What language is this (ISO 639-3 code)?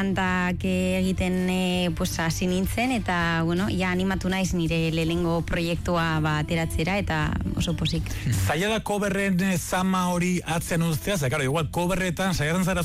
eus